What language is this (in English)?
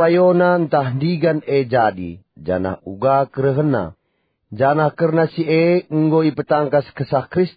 Batak Karo